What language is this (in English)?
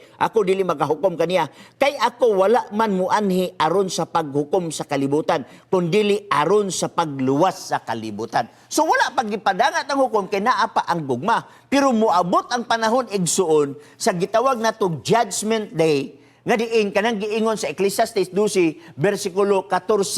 Cebuano